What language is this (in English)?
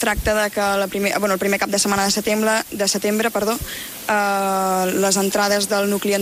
Catalan